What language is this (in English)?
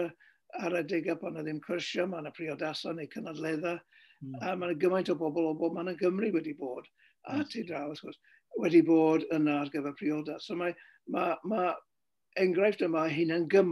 Welsh